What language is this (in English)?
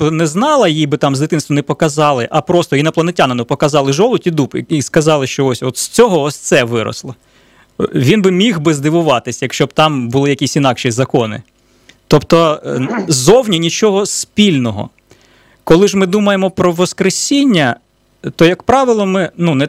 Ukrainian